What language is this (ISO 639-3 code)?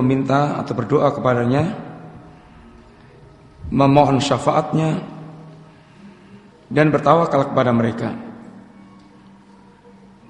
ind